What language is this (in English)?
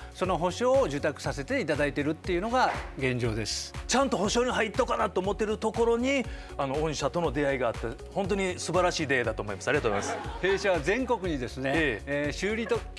Japanese